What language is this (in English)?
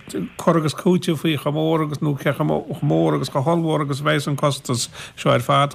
Irish